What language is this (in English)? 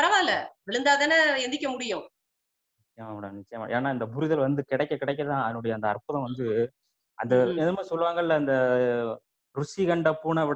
Tamil